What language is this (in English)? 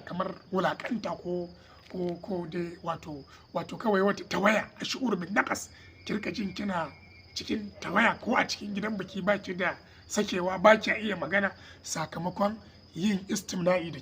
Hausa